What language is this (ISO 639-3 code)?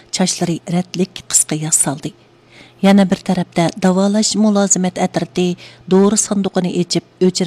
uig